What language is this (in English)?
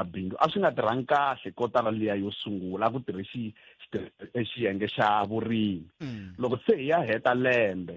Tsonga